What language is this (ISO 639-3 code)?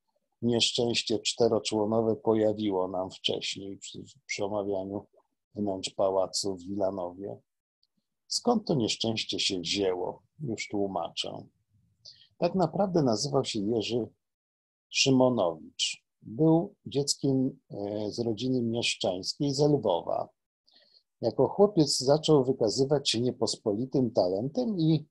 pol